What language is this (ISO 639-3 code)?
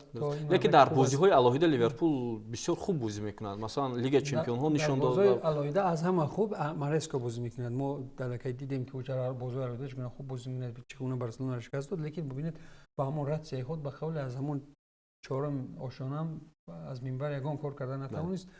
tgk